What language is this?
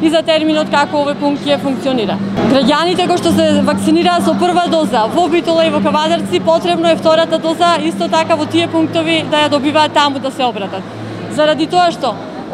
Macedonian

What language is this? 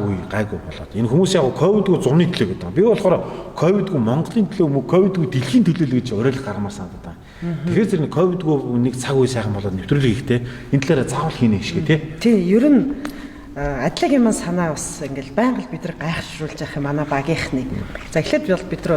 Mongolian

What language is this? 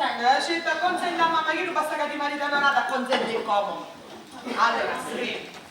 Sicilian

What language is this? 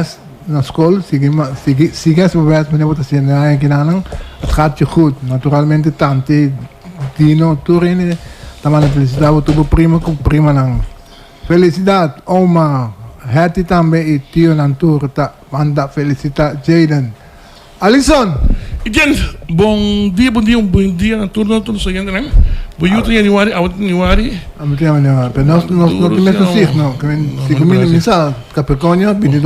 Papiamento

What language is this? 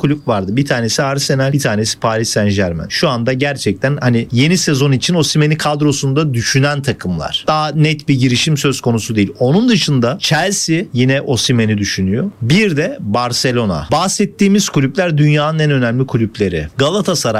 Turkish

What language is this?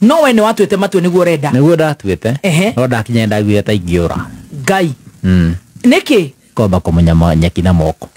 Kikuyu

